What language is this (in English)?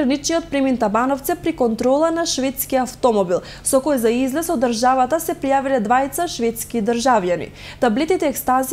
Macedonian